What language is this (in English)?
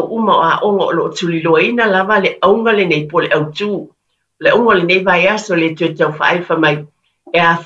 Samoan